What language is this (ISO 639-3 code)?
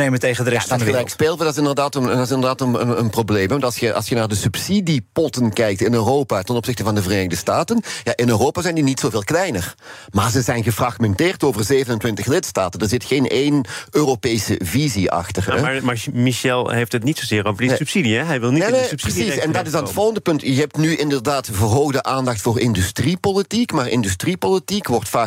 nld